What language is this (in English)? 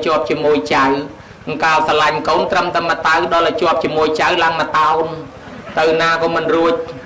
Khmer